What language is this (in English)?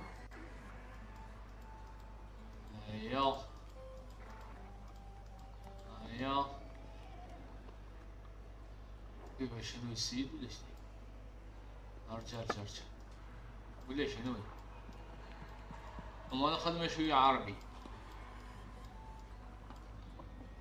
Algerian Arabic